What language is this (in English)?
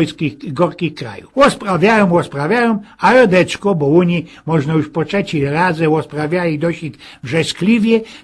Silesian